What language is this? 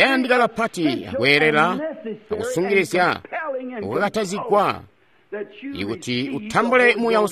Tonga (Zambia)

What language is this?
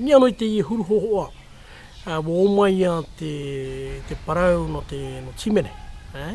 Tahitian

